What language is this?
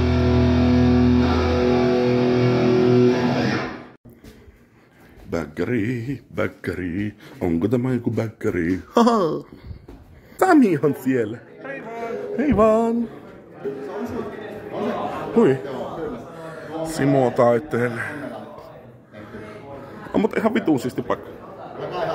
Finnish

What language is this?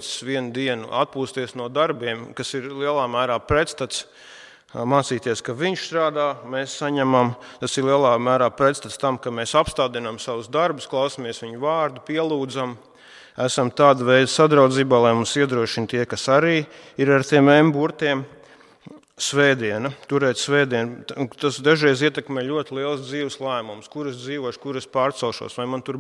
Latvian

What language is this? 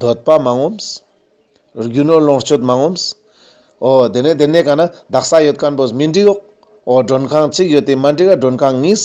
Ladakhi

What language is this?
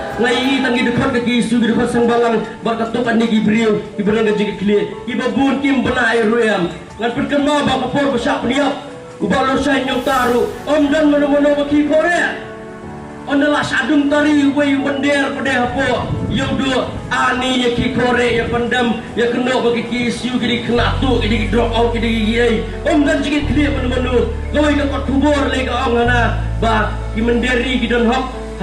Khasi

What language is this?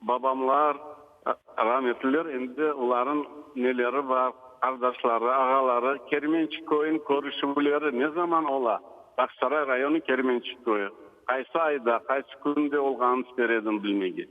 Crimean Tatar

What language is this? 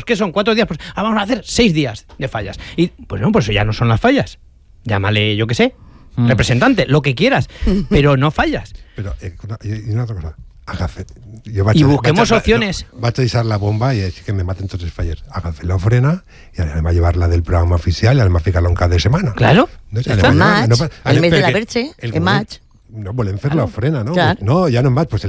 Catalan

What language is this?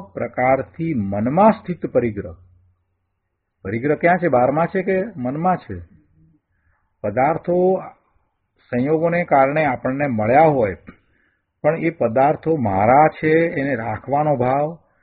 Gujarati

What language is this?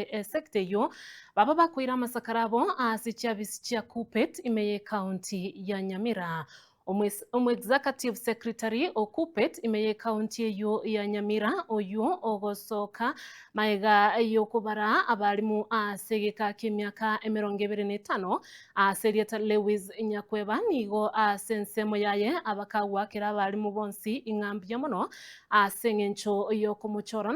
Gusii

